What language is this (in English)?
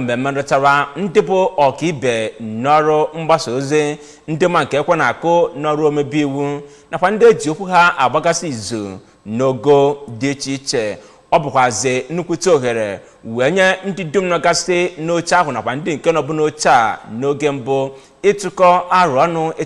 Igbo